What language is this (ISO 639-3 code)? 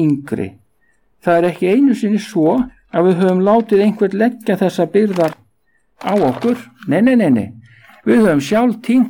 isl